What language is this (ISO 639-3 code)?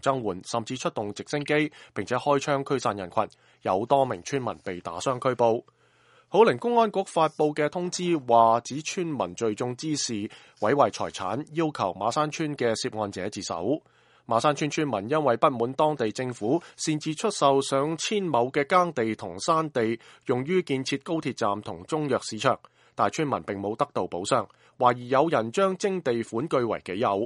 yue